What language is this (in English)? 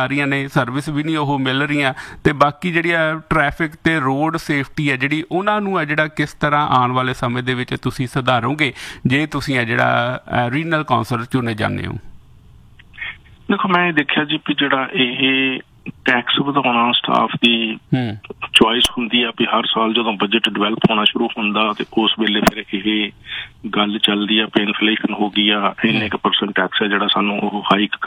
Punjabi